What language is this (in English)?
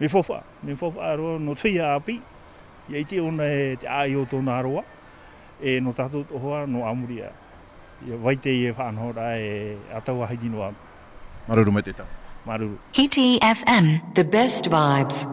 Tahitian